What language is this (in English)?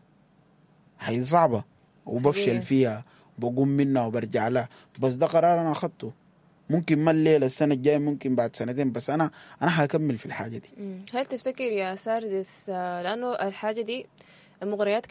Sudanese Arabic